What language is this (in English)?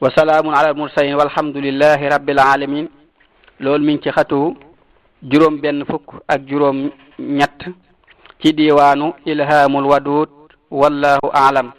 Wolof